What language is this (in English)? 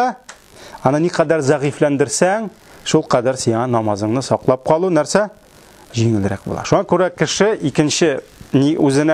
Tatar